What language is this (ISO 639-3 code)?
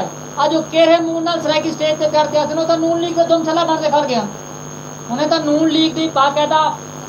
skr